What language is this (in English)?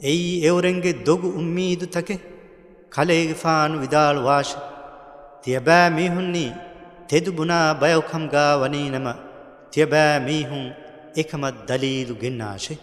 Divehi